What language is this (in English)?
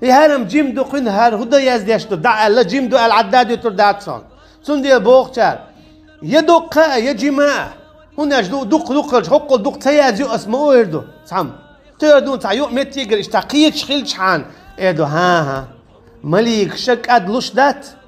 Chechen